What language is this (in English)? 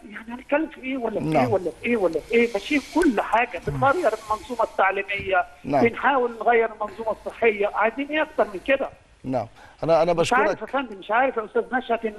Egyptian Arabic